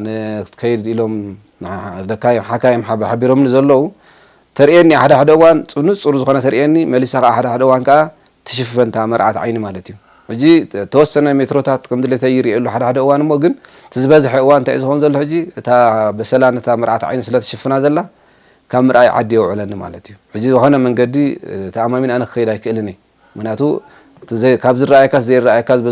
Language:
Tigrinya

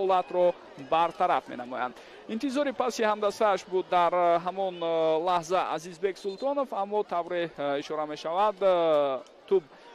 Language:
Tajik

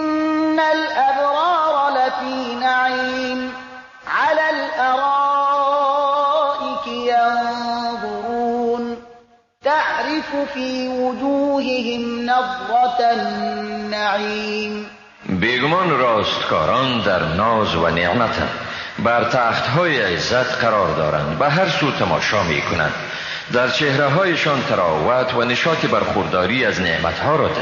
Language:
Persian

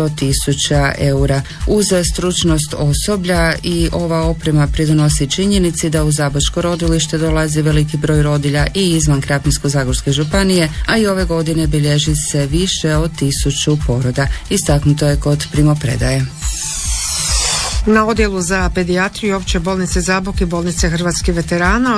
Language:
Croatian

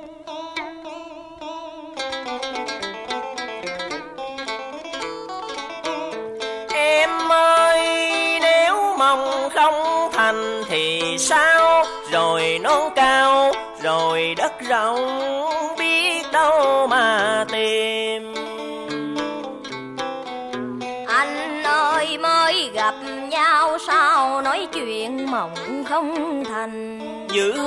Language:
Vietnamese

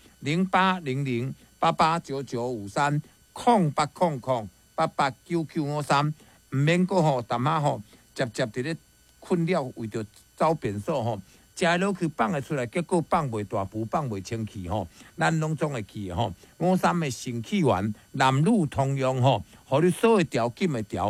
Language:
Min Nan Chinese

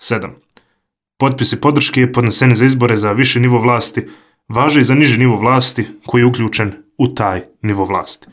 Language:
Bosnian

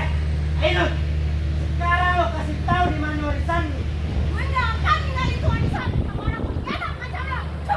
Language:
Betawi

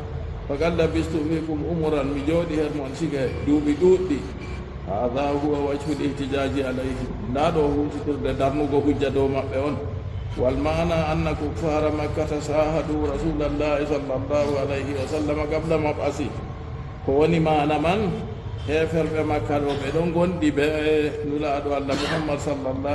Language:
Fula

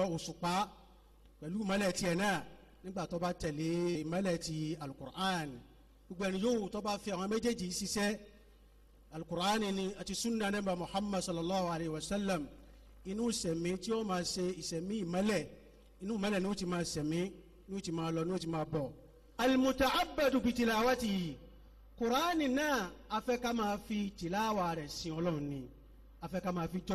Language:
Yoruba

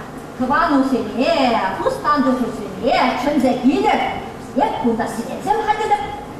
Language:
Chuvash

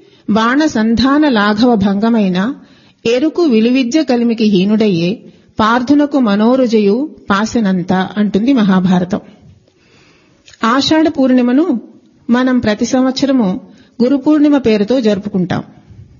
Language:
Telugu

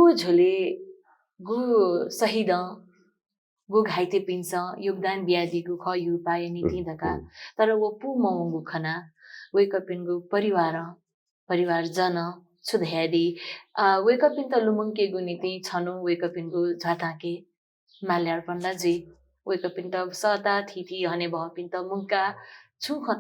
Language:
Newari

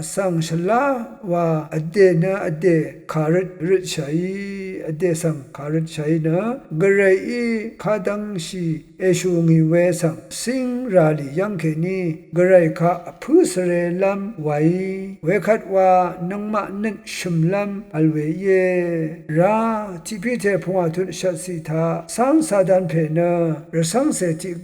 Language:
Rawang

